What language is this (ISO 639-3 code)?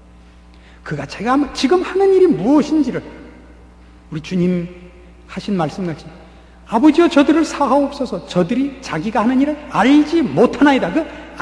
kor